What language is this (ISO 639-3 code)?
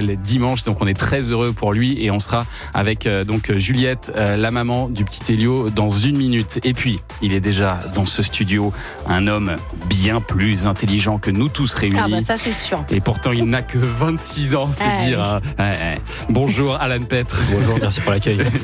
fra